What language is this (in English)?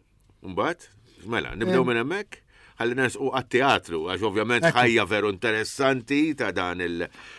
Maltese